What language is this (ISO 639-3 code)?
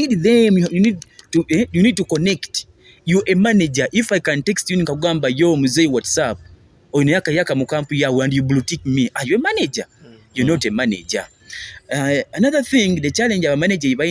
nyo